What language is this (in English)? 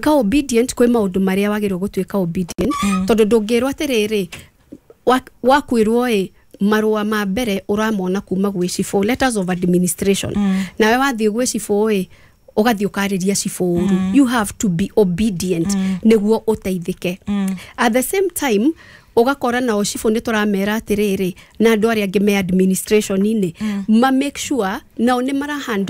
Kikuyu